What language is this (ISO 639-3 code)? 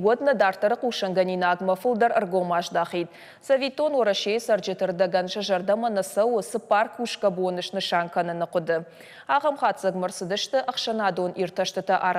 oss